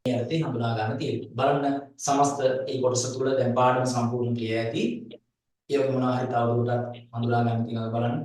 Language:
Sinhala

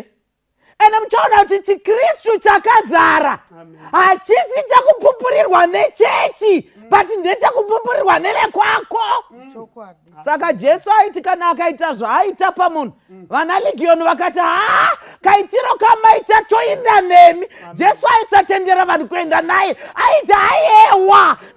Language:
Shona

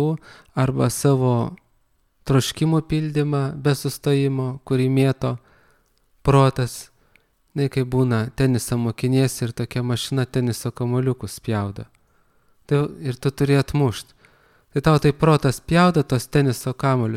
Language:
Lithuanian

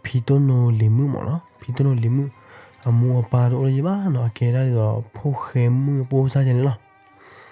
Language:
S'gaw Karen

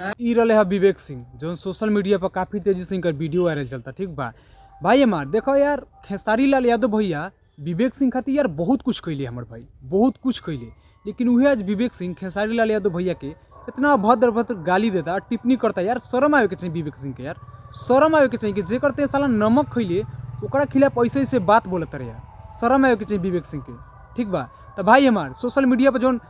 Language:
Bhojpuri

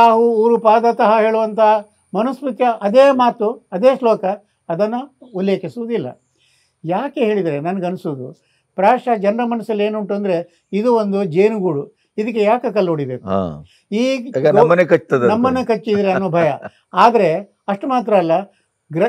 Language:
Kannada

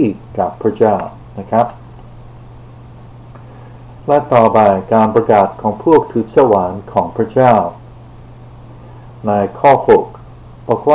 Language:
Thai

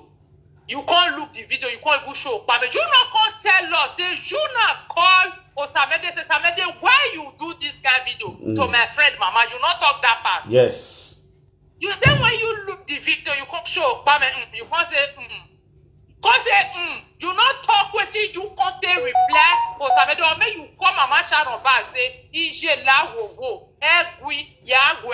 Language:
Nigerian Pidgin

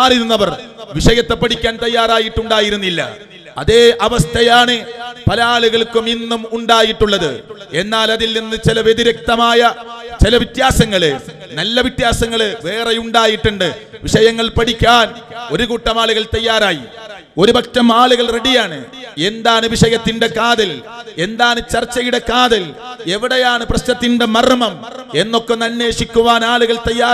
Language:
Malayalam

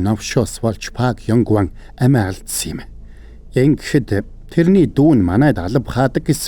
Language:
Mongolian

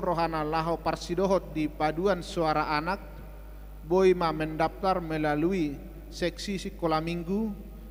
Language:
Batak Toba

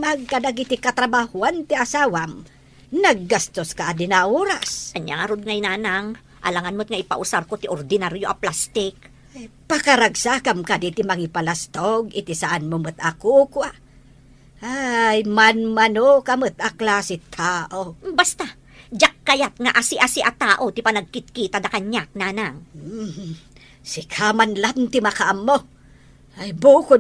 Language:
Iloko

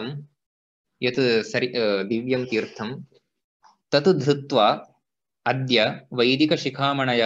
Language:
Sanskrit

